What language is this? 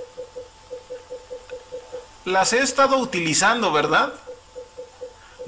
Spanish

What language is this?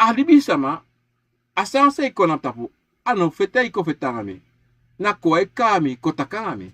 Sranan Tongo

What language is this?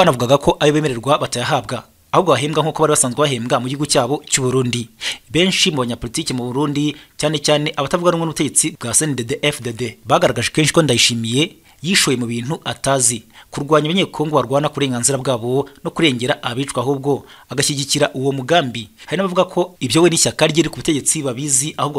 Kinyarwanda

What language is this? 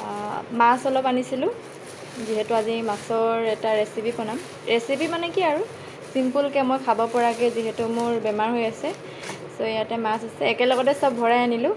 Assamese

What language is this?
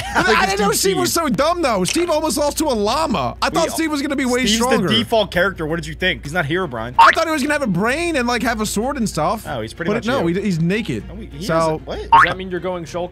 English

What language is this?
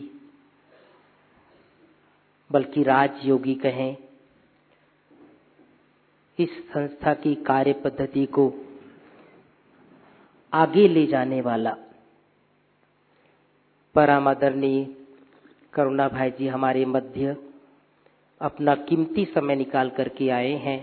Hindi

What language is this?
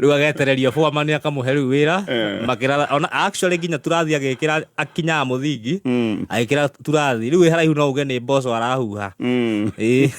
Kikuyu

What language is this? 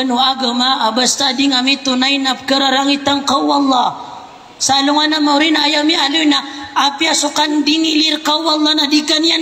Maranao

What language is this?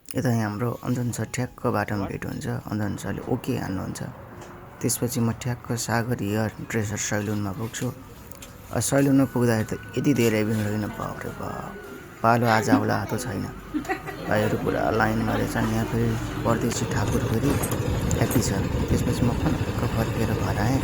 Nepali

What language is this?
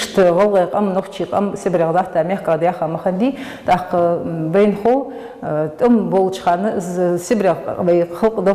Ingush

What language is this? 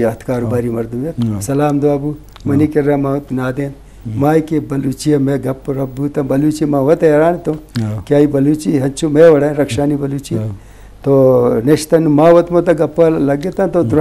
Baluchi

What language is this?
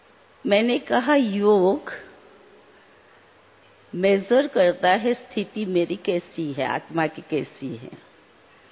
Hindi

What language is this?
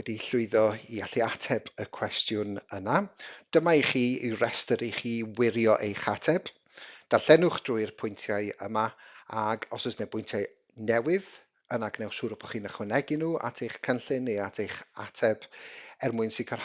Welsh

